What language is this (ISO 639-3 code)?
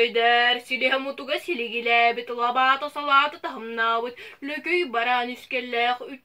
sah